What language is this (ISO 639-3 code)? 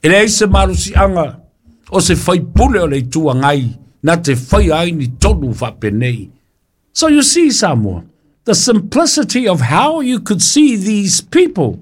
smo